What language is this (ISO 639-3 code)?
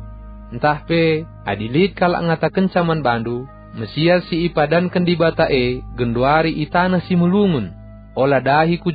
btx